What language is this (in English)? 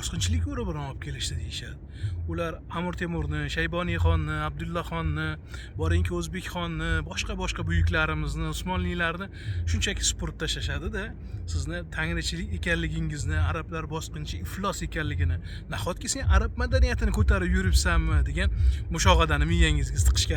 Uzbek